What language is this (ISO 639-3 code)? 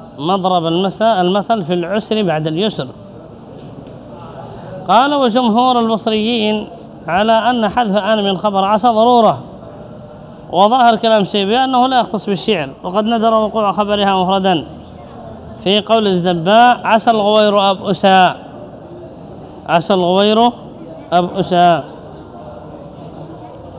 ara